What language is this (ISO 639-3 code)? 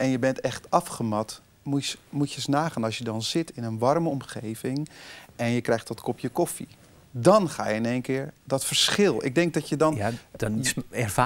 nld